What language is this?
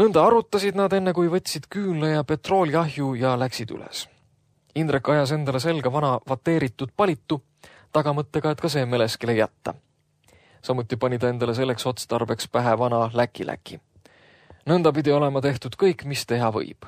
Estonian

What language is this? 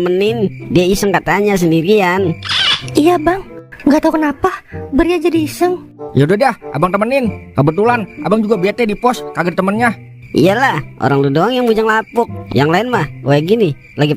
Betawi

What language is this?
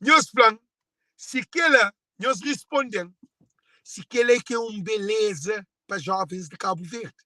Kabuverdianu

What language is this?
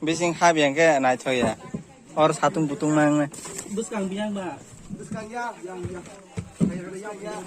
Kok Borok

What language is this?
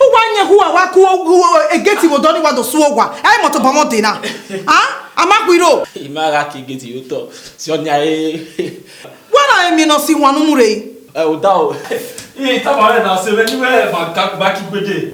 Bini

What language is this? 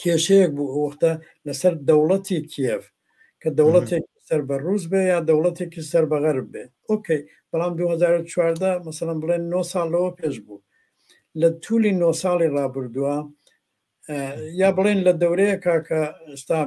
Central Kurdish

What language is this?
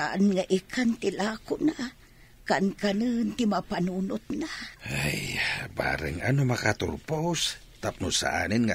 Iloko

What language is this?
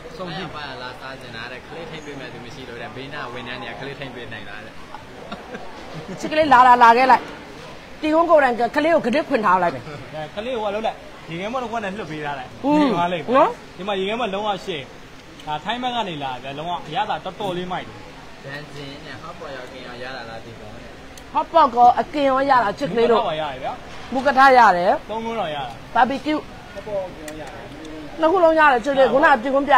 Burmese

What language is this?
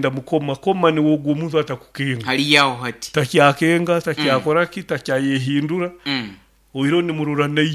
Nyoro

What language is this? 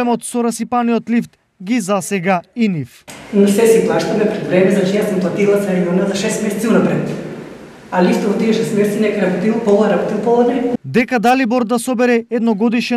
Macedonian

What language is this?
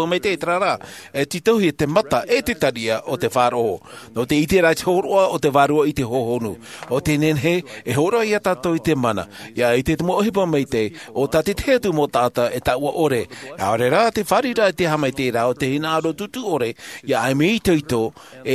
Tahitian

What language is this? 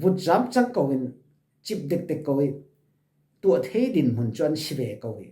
Falam Chin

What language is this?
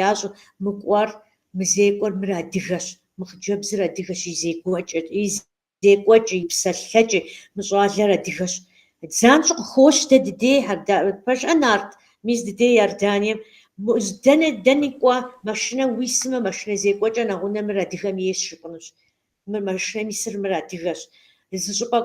Kabardian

